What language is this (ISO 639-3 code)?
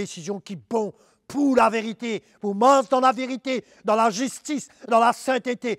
mfe